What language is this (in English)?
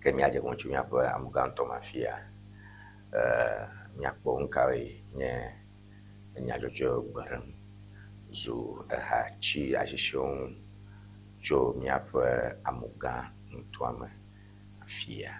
Ewe